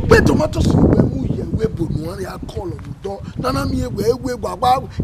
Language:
Bini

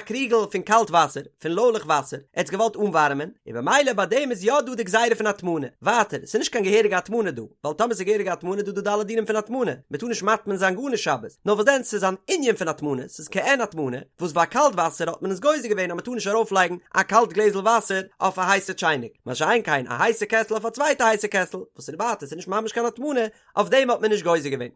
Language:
Yiddish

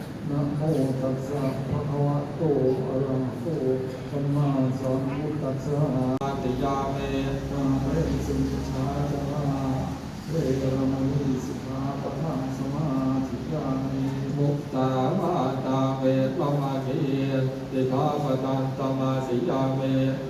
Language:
Pali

